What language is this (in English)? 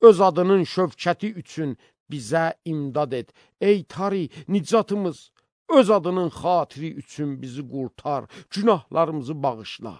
Azerbaijani